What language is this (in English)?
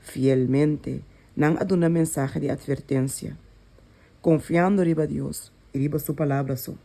Papiamento